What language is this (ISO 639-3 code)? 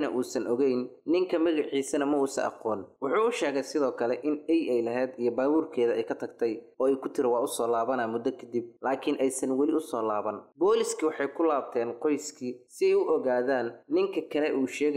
som